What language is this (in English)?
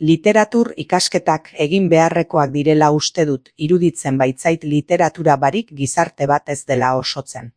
Basque